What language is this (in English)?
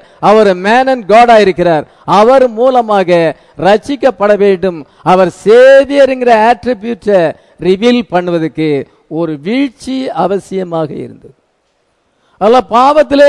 Tamil